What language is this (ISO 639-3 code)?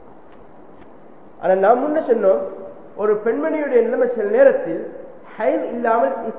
tam